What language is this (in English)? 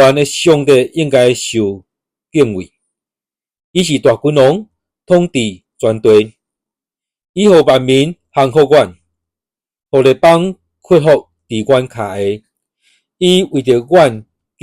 Min Nan Chinese